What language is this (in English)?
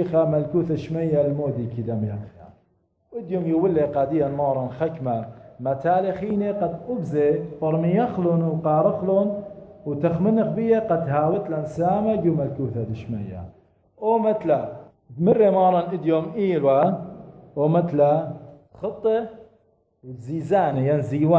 Assyrian Neo-Aramaic